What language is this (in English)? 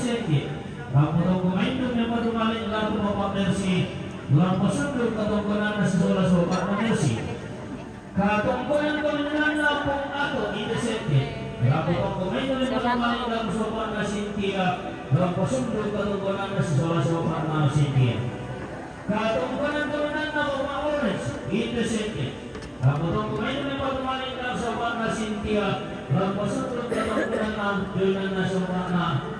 Toraja-Sa'dan